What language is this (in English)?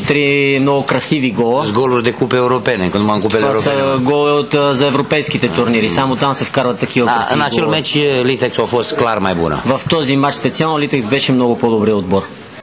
Bulgarian